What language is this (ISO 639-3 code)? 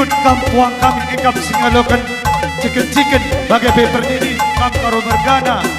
btx